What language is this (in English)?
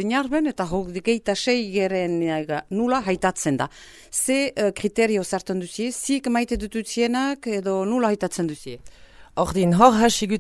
Basque